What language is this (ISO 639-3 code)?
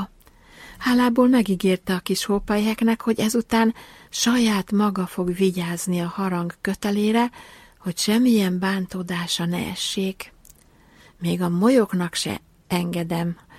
hun